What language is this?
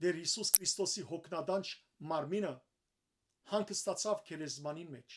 Western Armenian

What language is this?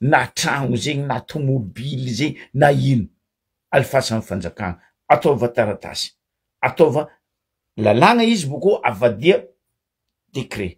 Malagasy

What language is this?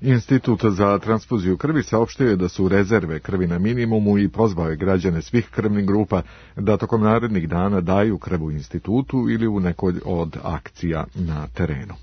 Serbian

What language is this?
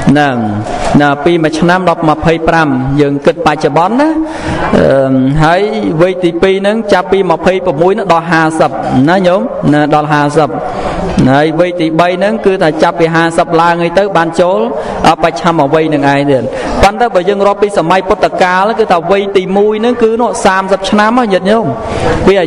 Khmer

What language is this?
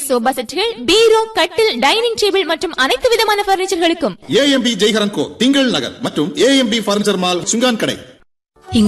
Tamil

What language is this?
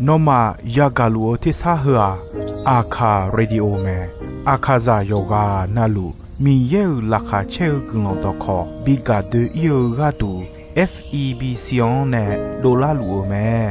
Akha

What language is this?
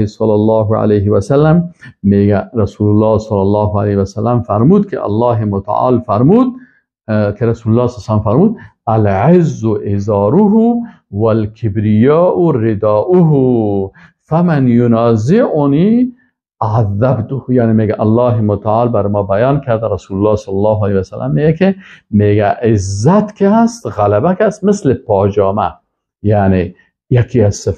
Persian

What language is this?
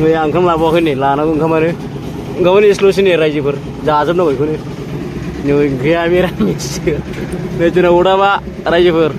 Bodo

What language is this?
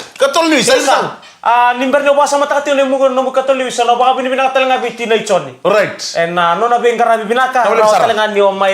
Fijian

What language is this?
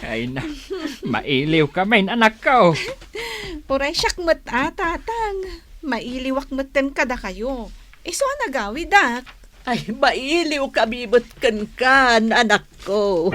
Iloko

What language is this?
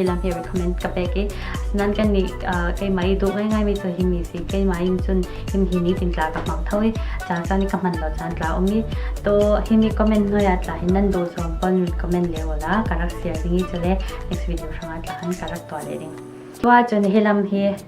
Falam Chin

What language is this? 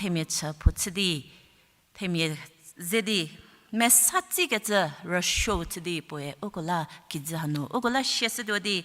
Angami Naga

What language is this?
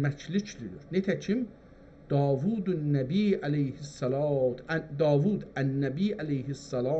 South Azerbaijani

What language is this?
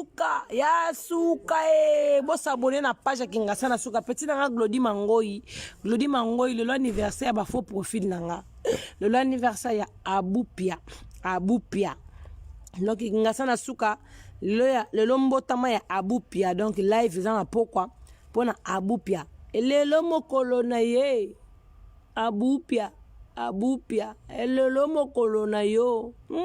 Lingala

